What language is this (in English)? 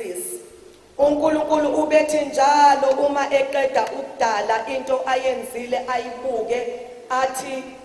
Zulu